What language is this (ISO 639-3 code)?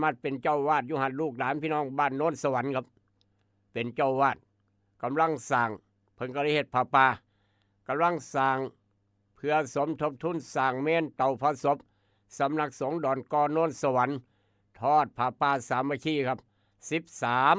tts